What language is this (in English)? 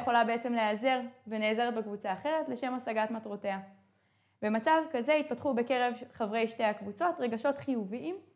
Hebrew